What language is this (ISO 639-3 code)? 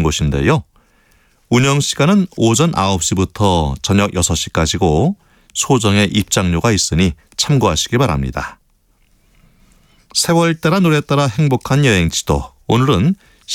kor